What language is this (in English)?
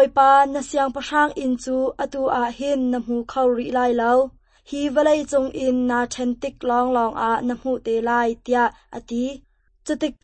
Hakha Chin